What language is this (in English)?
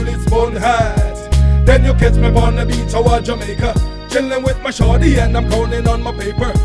Jamaican Creole English